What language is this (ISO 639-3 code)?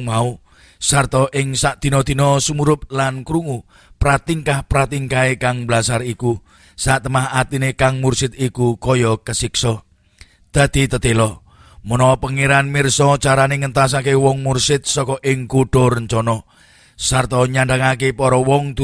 jav